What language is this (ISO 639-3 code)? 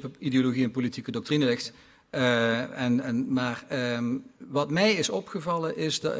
nld